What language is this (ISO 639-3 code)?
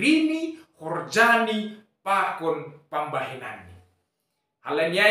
bts